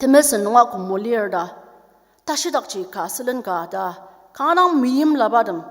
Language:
Ao Naga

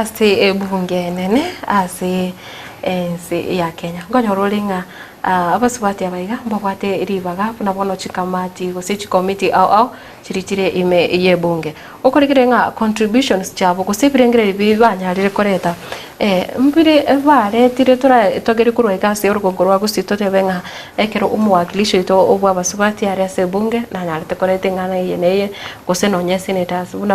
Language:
Gusii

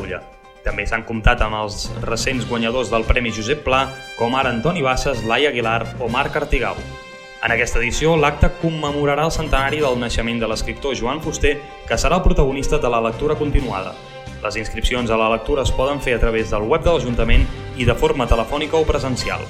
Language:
Catalan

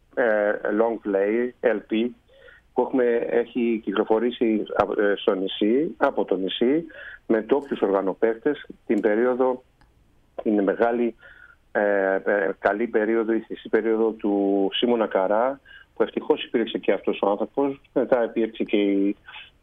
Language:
Greek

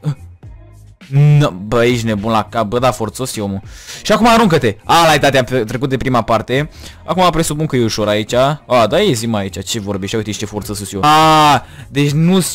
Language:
Romanian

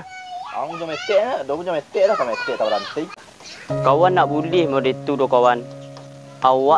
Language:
Minangkabau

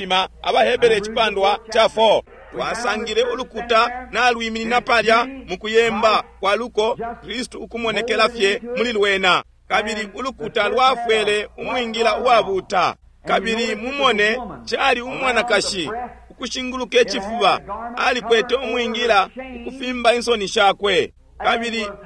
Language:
Bemba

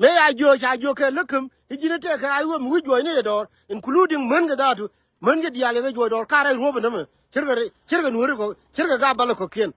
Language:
Nuer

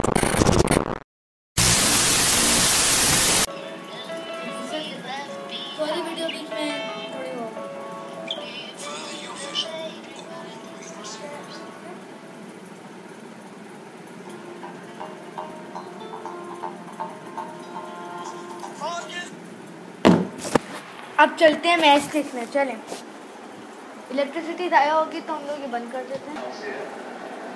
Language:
Hindi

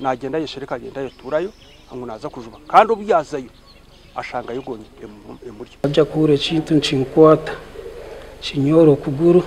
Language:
Nyankole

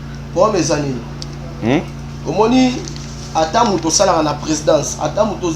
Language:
Lingala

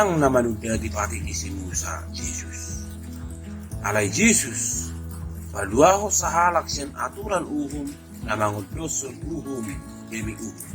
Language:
Batak Toba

